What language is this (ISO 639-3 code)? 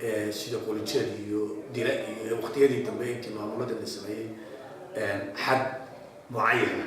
som